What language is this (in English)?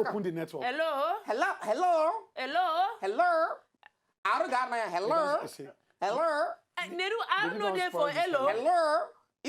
Nigerian Pidgin